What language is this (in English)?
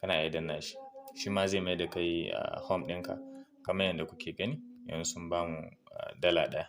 Hausa